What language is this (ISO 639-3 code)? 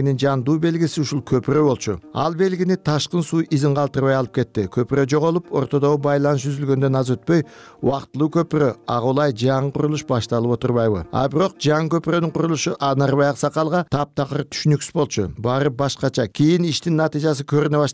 kir